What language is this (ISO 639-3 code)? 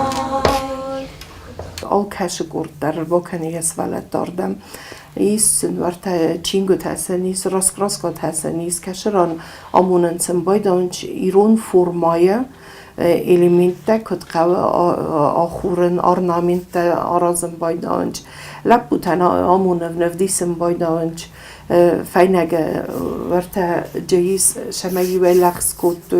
oss